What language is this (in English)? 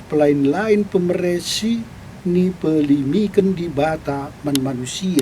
Batak Karo